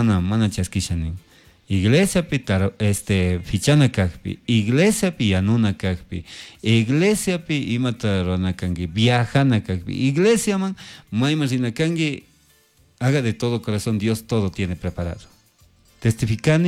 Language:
Chimborazo Highland Quichua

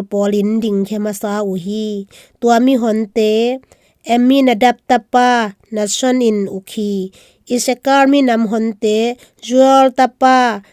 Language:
Tedim Chin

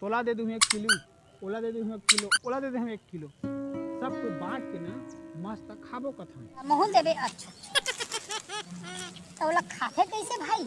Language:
Chhattisgarhi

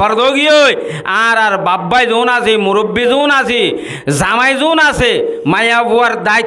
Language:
Rohingya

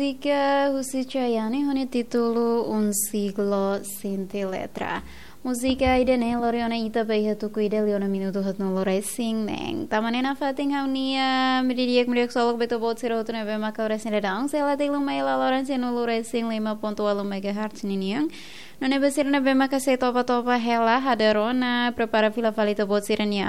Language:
Tetum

